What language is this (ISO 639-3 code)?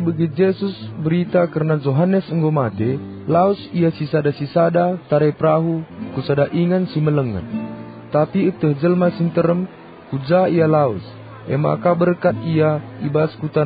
btx